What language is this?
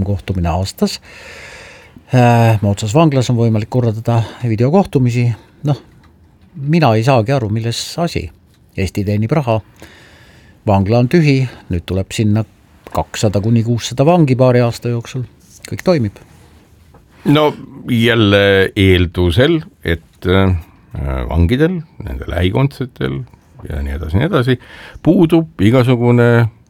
Estonian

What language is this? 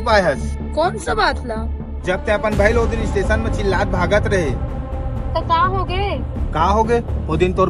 Chhattisgarhi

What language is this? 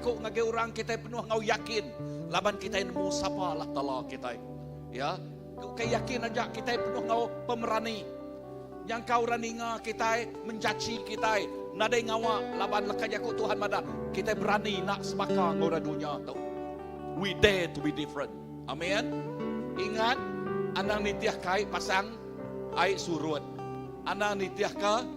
Iban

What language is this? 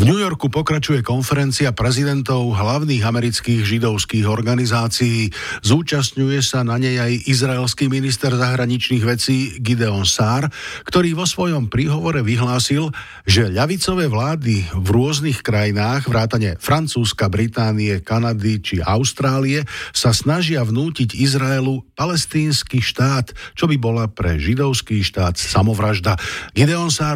Slovak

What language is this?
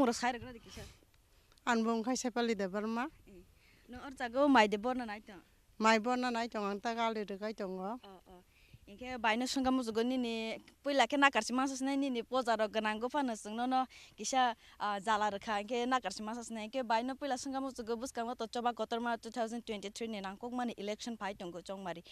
Kok Borok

